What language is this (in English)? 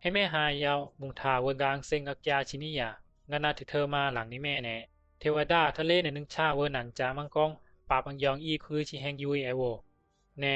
Bisu